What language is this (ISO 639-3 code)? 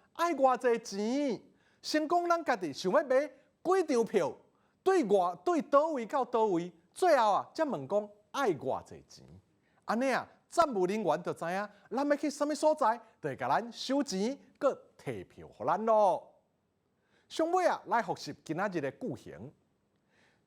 nan